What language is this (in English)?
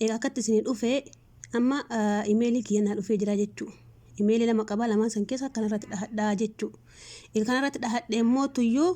Oromo